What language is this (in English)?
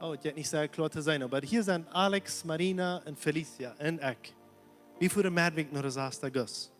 Plautdietsch